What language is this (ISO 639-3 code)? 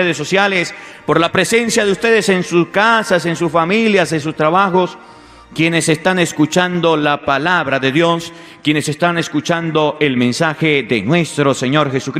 spa